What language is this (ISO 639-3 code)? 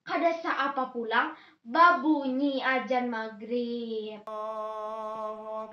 bjn